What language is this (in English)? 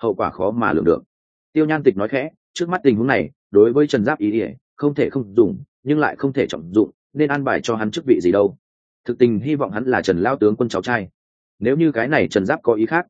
Vietnamese